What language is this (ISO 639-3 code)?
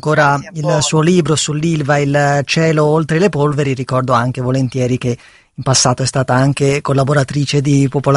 ita